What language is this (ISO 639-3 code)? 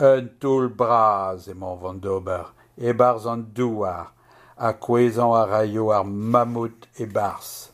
bre